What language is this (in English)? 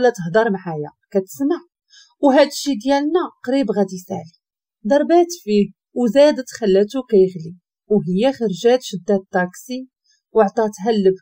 Moroccan Arabic